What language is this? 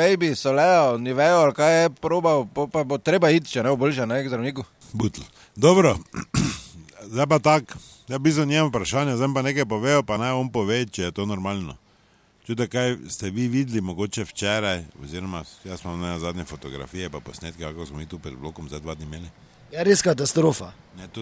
Slovenian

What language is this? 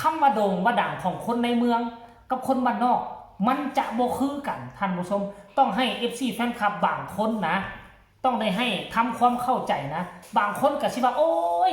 Northeastern Thai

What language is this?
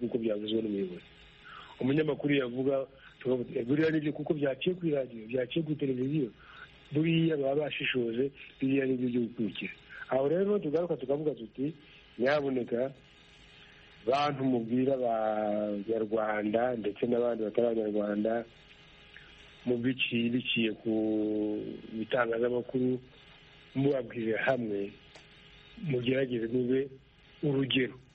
Kinyarwanda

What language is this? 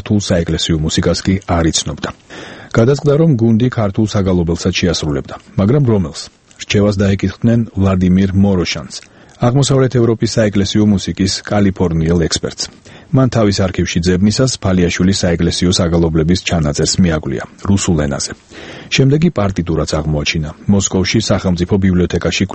Georgian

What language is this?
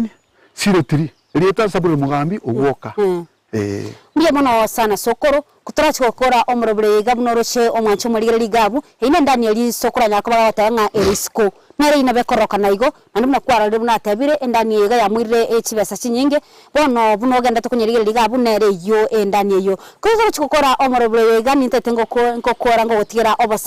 Gusii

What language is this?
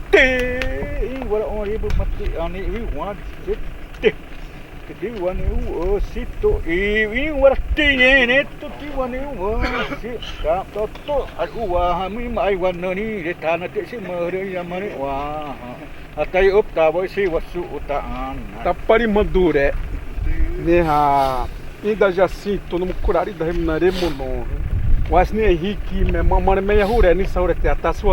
Xavánte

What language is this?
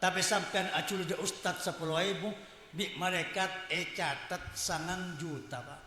Madurese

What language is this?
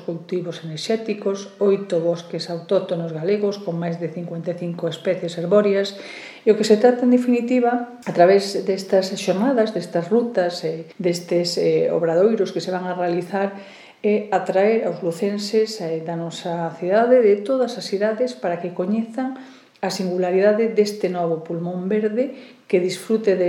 Galician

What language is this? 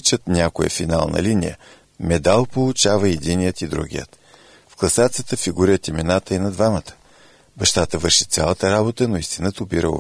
Bulgarian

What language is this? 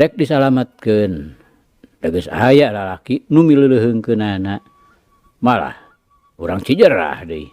Sundanese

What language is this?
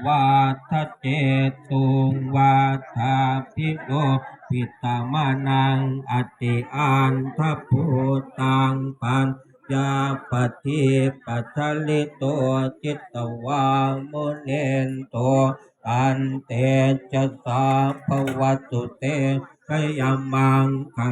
Pali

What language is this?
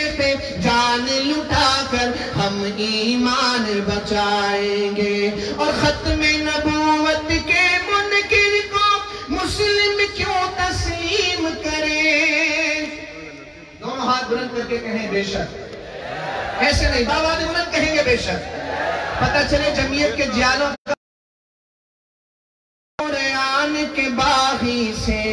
Urdu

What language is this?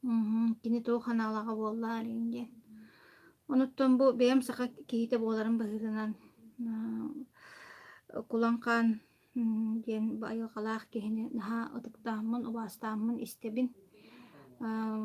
Yakut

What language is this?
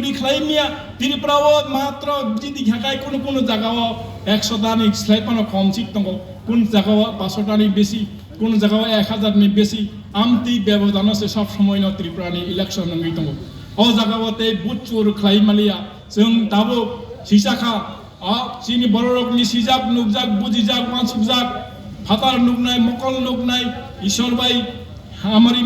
Kok Borok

